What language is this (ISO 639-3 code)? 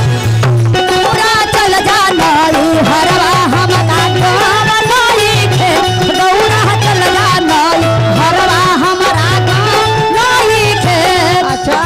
mag